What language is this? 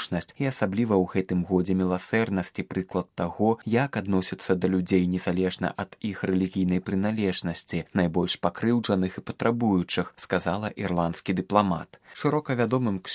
Belarusian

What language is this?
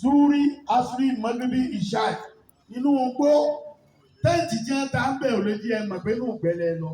Yoruba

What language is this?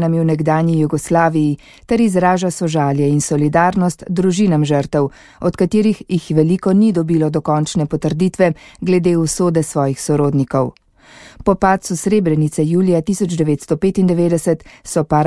Slovenian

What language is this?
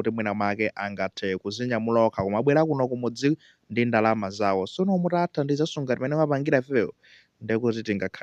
Nyanja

